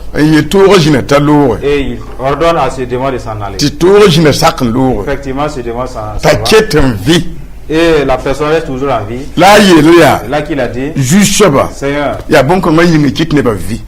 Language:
Mossi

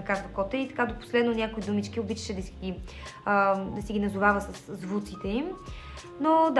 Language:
Bulgarian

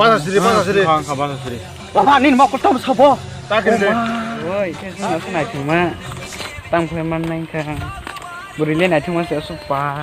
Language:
Kok Borok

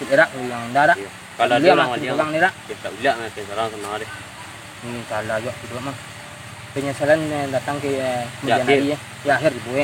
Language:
Minangkabau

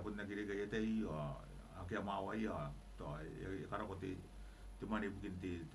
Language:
Gilbertese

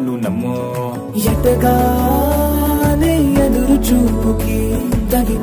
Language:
Telugu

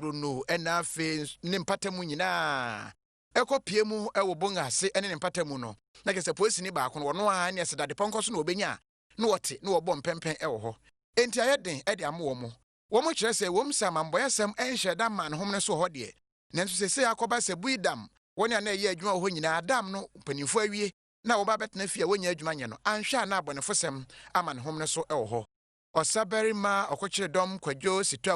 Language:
Akan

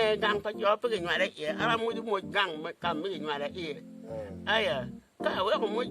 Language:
Acoli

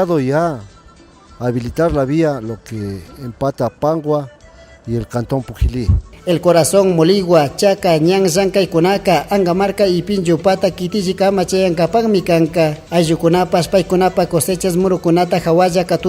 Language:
Chimborazo Highland Quichua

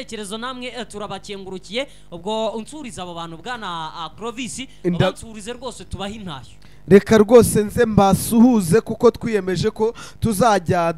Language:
Kinyarwanda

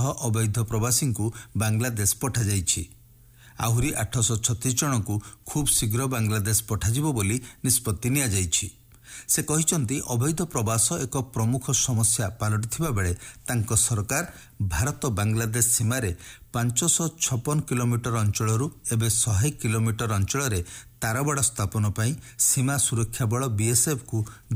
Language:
Odia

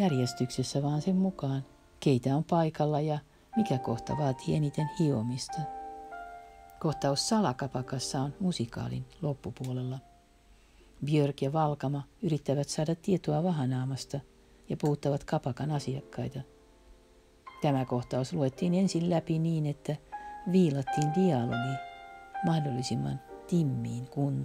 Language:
Finnish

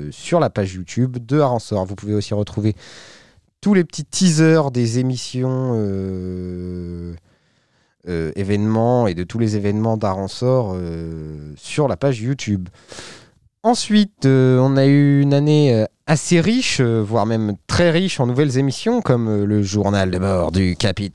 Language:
French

